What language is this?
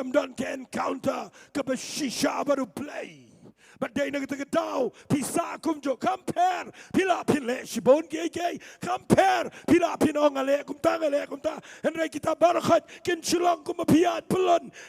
Khasi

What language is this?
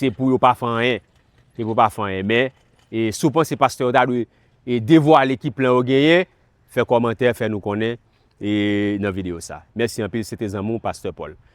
Haitian Creole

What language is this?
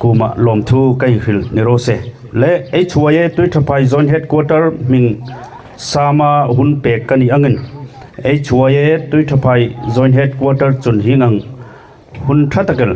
Hmar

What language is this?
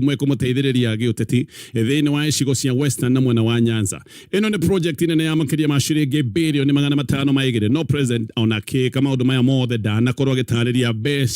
Kikuyu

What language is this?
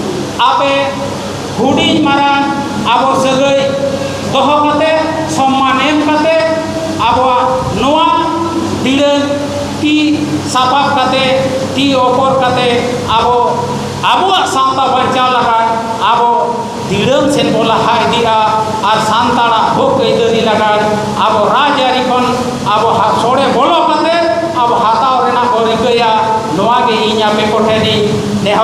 Santali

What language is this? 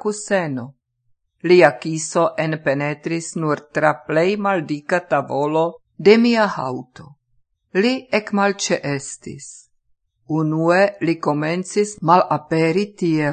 Esperanto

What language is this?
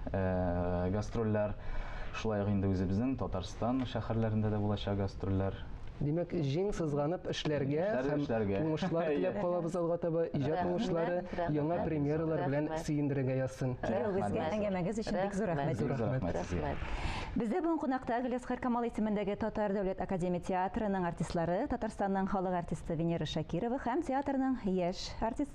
Tatar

